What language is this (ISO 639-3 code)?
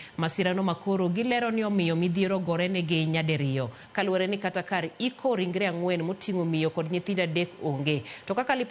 luo